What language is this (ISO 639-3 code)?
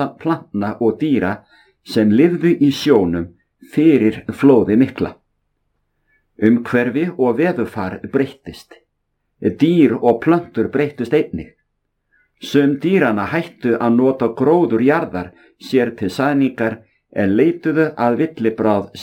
isl